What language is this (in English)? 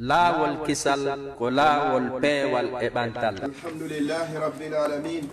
Pular